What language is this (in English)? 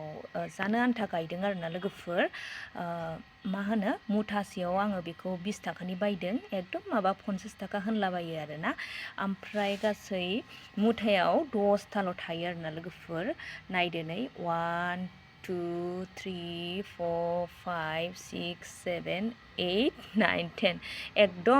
Bodo